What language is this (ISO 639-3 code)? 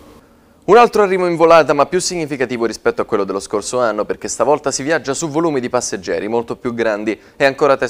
ita